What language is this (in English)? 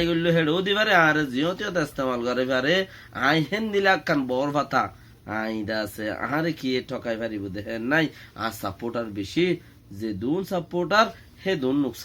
Rohingya